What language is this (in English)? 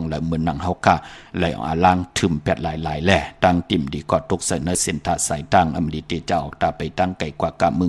Shan